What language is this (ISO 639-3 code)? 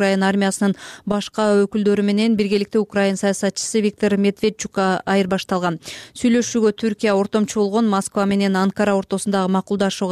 kir